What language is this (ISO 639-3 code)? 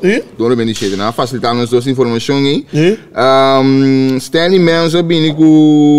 pap